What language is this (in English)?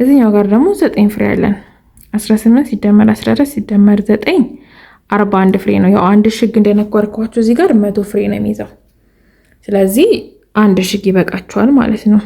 Amharic